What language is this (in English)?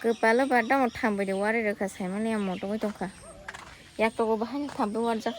Kok Borok